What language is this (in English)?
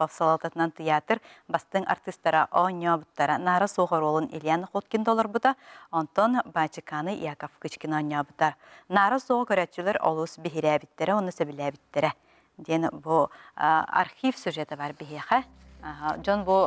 Yakut